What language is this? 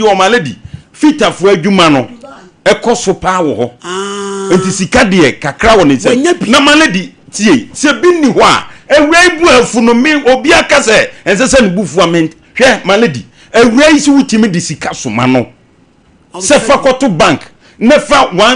Akan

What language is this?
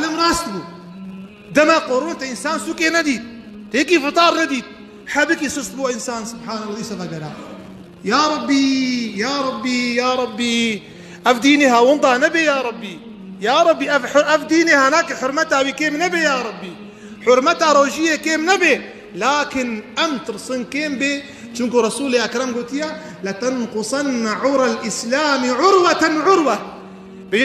Kurdish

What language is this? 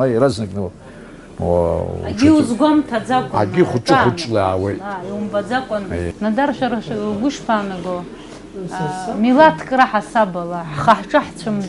Abkhazian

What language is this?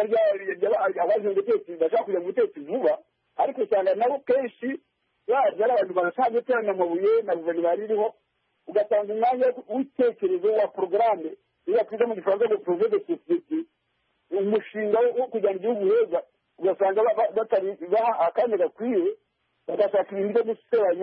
Kinyarwanda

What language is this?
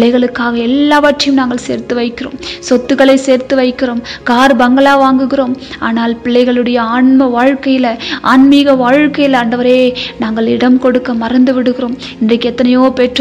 Tamil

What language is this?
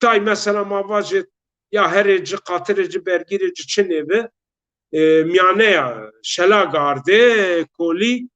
Zaza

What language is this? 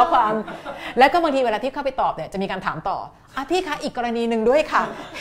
Thai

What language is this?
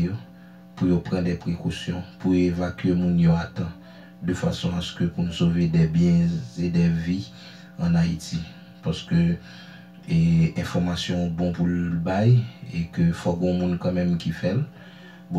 Haitian Creole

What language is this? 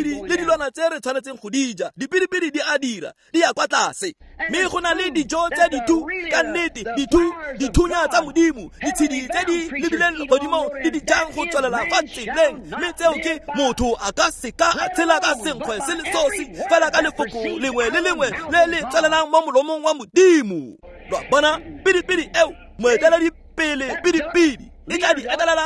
Tswana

